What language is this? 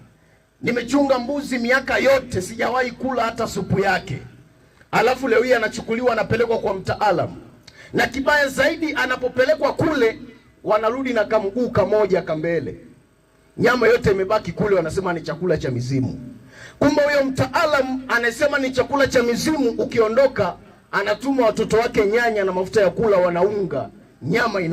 Swahili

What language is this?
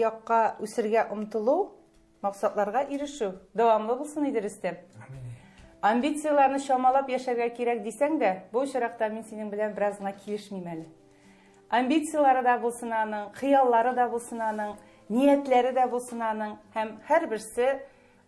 Tatar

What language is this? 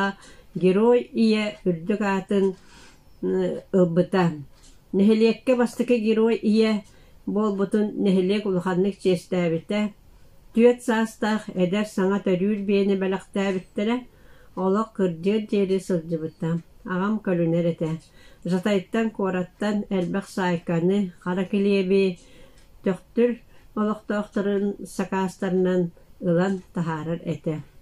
Yakut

